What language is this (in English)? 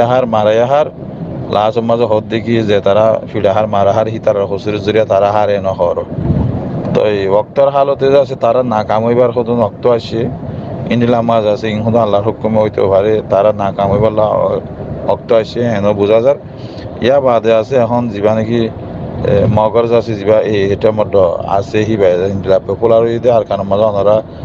Rohingya